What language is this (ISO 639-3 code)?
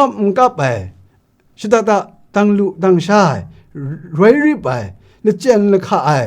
kac